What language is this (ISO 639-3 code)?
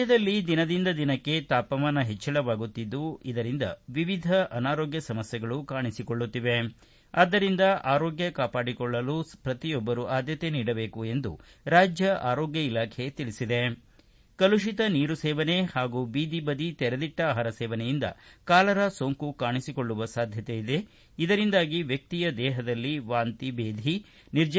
kan